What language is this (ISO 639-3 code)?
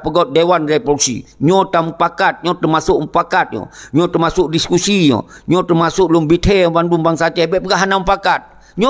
ace